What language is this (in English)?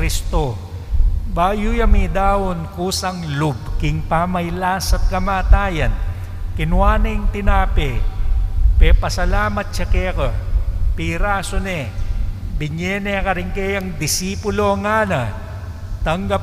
Pampanga